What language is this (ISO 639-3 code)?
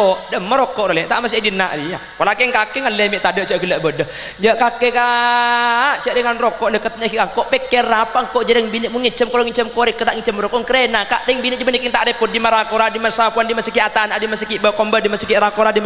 mad